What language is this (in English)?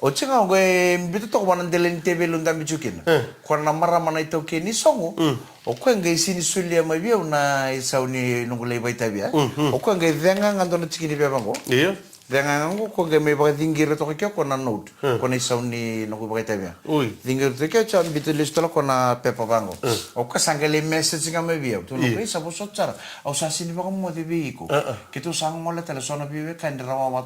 Fijian